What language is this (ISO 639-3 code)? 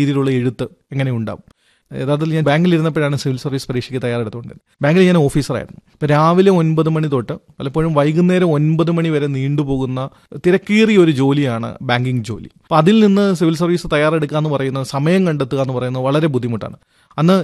mal